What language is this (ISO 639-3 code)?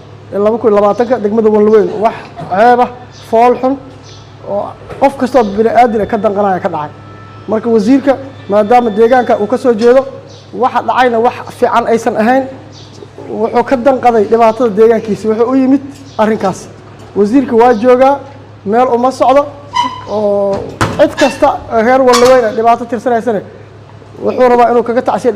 som